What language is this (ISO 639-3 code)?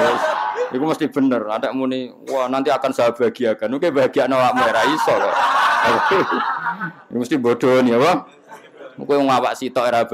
jav